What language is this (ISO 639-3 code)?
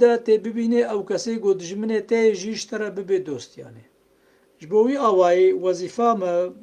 kur